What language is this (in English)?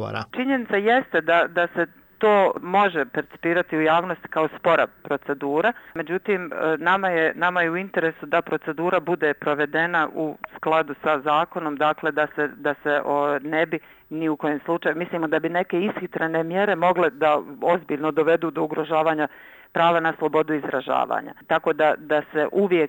Bosnian